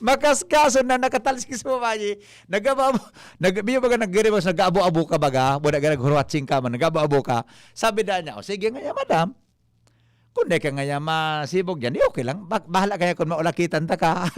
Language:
Bikol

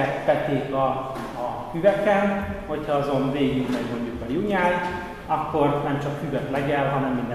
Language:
Hungarian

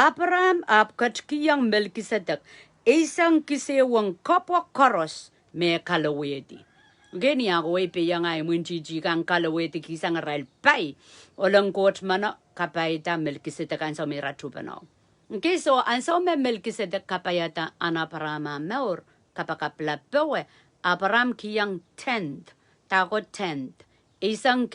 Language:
Pohnpeian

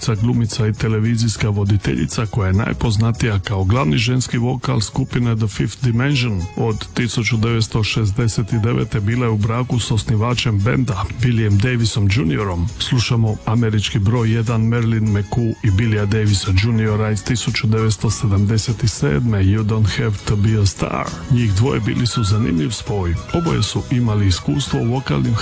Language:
Croatian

